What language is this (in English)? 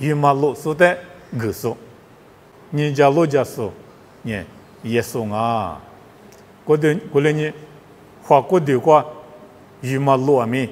Lisu